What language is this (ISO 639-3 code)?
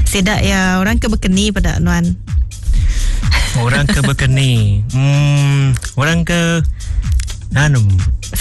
iba